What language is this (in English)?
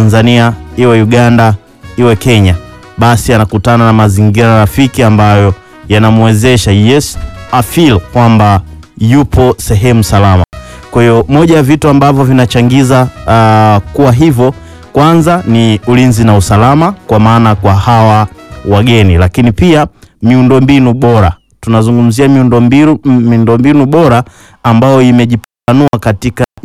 Swahili